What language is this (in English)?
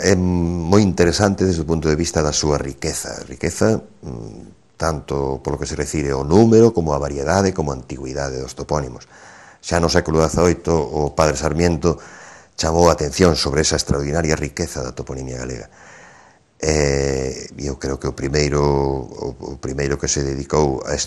Galician